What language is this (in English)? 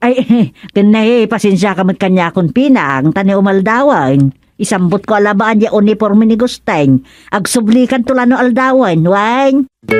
Iloko